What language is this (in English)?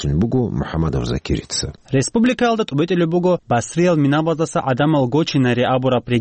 Avaric